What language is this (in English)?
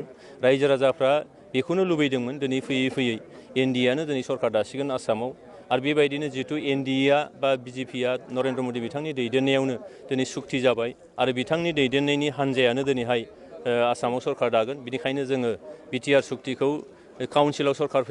Bodo